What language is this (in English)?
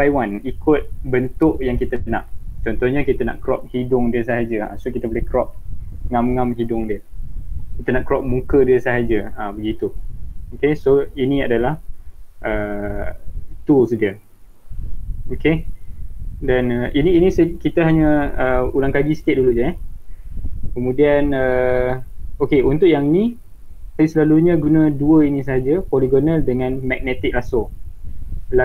Malay